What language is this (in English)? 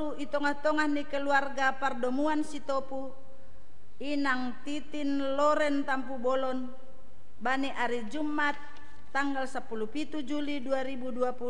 Batak Simalungun